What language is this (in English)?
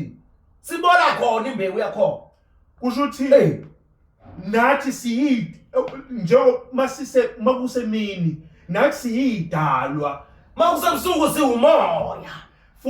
Zulu